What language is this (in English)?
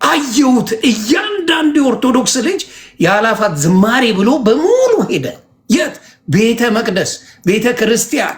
Amharic